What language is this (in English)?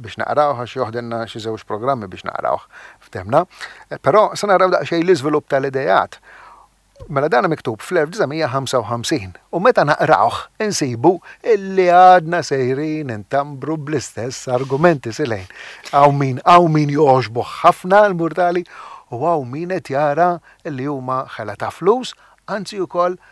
Maltese